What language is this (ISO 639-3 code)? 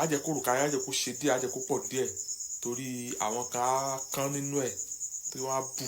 yor